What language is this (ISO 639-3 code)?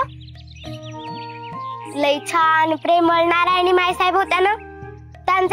mar